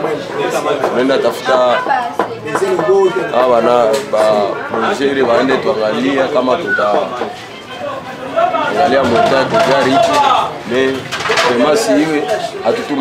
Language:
Swahili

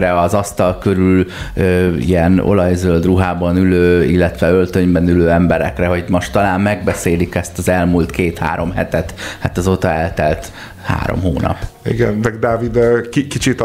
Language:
Hungarian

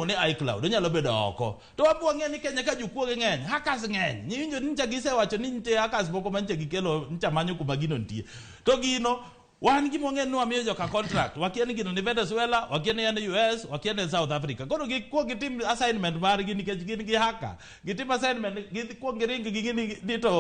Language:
Luo (Kenya and Tanzania)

